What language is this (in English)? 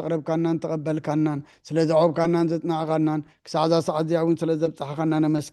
Tigrinya